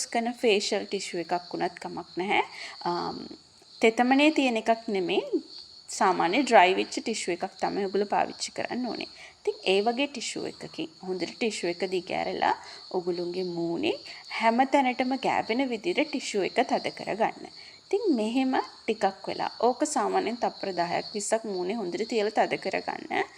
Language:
Sinhala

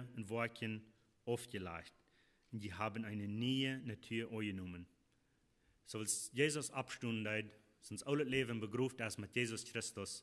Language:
Plautdietsch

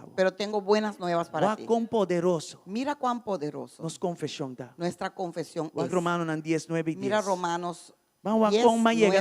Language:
Papiamento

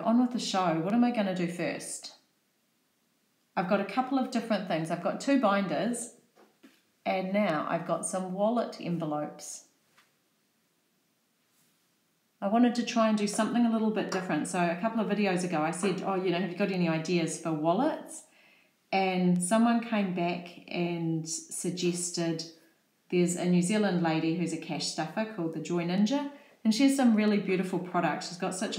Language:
English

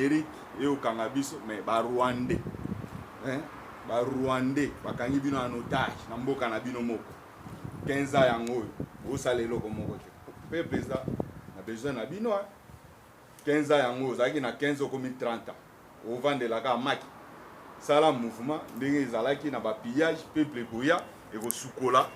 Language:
Lingala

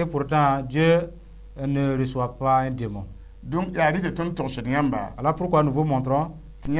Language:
Mossi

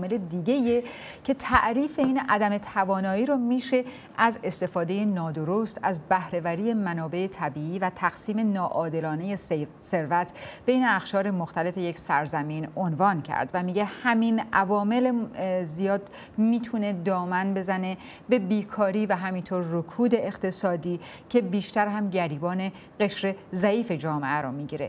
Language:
Persian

